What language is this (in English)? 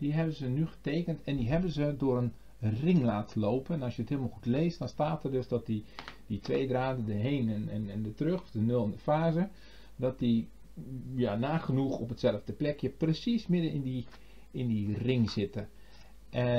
Dutch